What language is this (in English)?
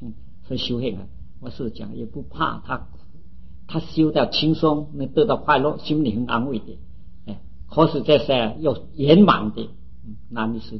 Chinese